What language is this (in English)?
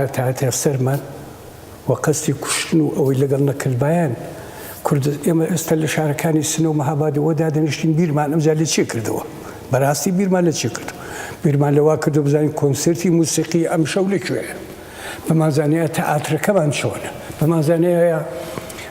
Central Kurdish